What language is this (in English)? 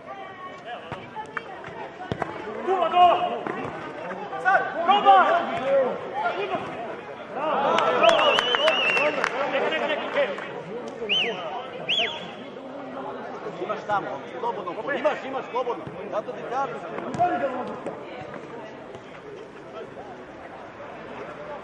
Croatian